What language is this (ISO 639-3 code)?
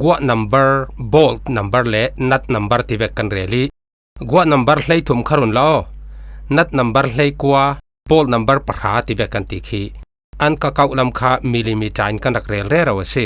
cfm